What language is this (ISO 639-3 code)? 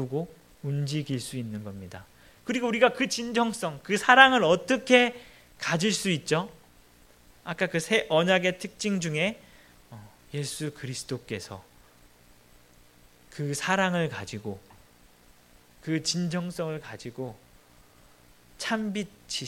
kor